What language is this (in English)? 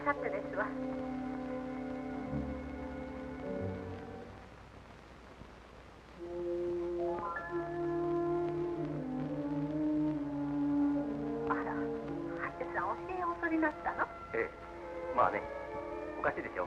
Japanese